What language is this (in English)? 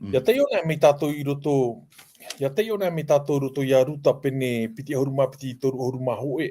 Tahitian